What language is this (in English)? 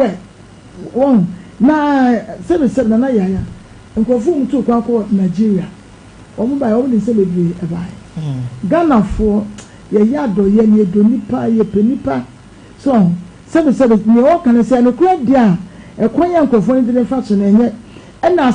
Akan